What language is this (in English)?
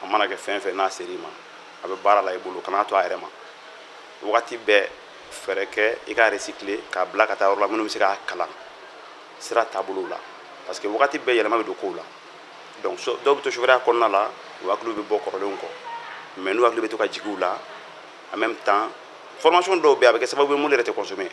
Bambara